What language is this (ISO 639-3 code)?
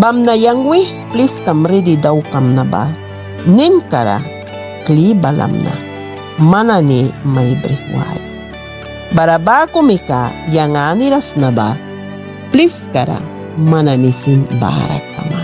miq